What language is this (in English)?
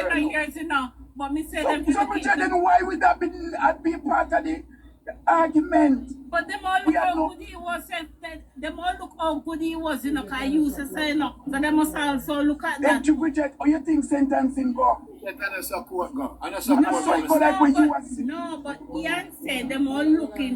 Jamaican Creole English